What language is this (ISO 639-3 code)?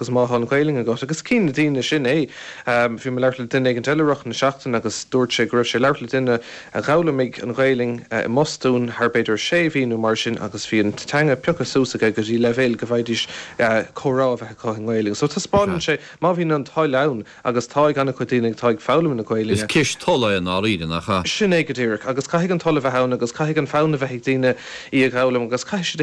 gle